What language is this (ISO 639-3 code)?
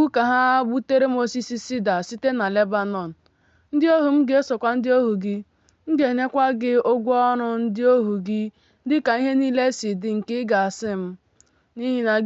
ibo